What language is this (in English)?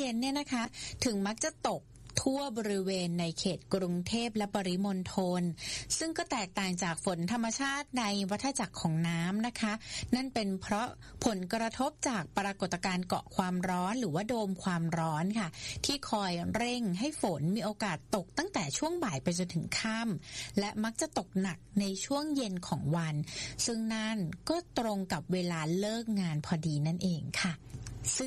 Thai